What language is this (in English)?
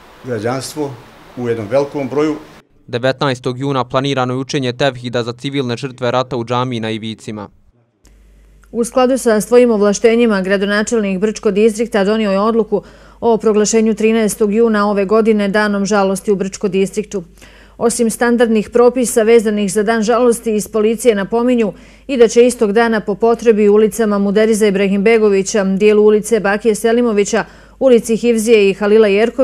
Bosnian